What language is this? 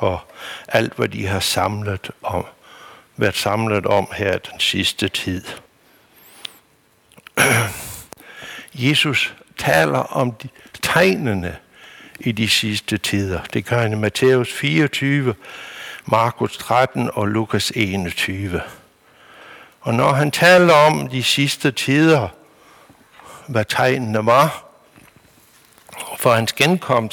Danish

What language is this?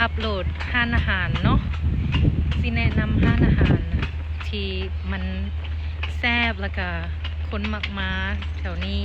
Lao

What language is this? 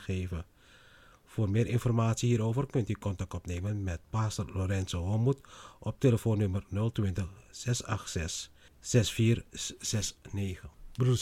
Dutch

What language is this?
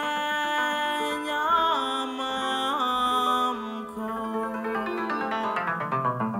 Slovak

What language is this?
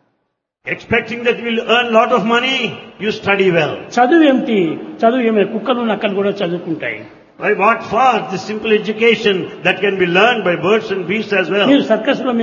Telugu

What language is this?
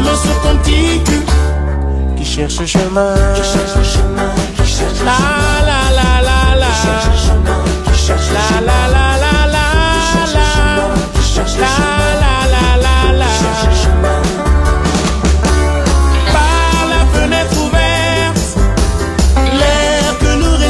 French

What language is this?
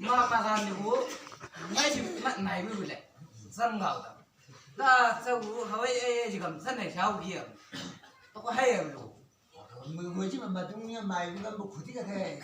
Chang Naga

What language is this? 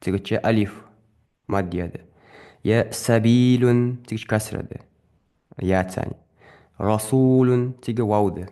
Ingush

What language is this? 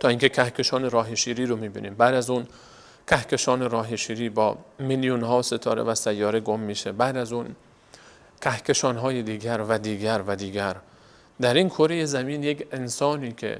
Persian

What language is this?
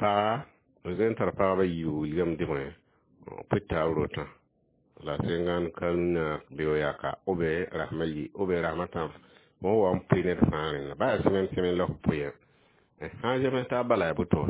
Mossi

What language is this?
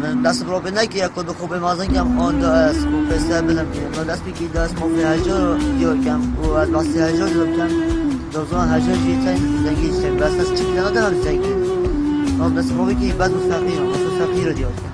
Kurdish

